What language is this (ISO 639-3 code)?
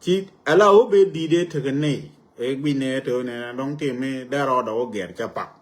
nus